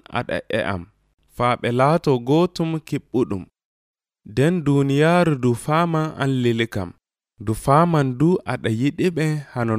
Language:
Nigerian Fulfulde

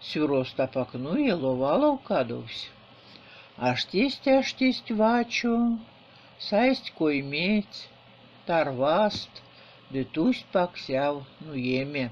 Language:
Erzya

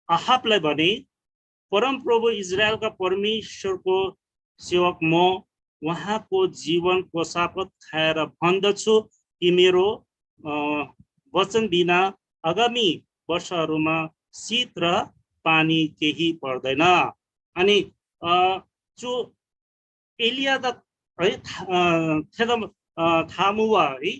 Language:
Eastern Tamang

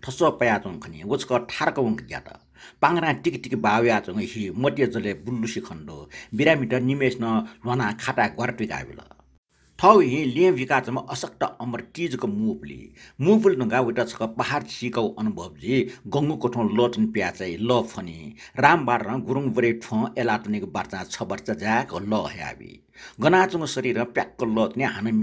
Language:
Newari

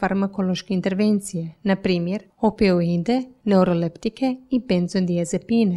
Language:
Croatian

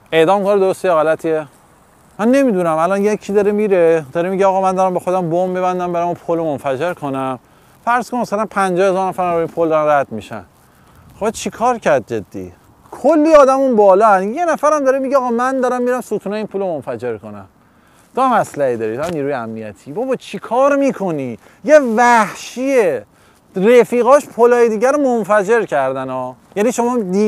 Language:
Persian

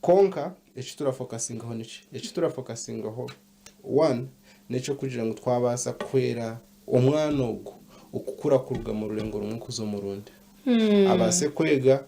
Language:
Nyankole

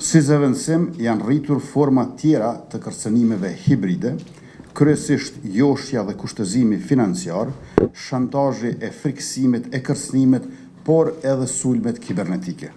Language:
Albanian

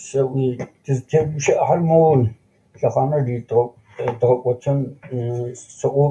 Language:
Adyghe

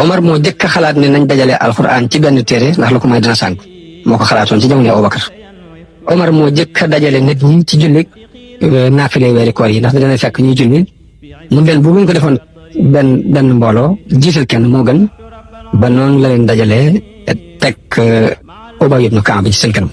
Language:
Wolof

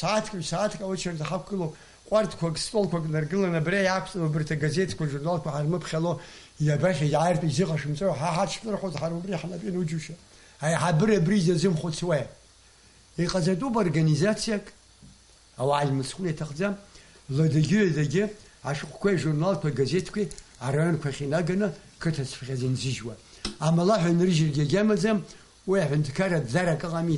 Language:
Abkhazian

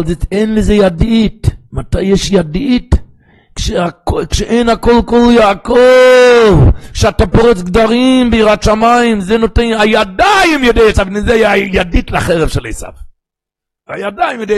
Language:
Hebrew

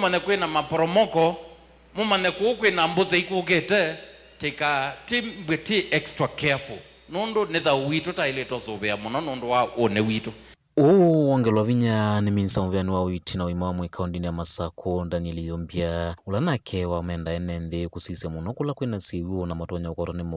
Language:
Kamba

